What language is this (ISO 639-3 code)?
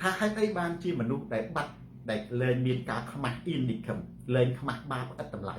khm